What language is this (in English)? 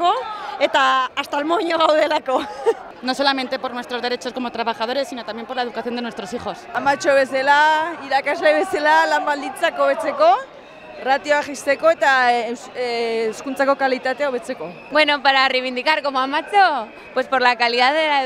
Basque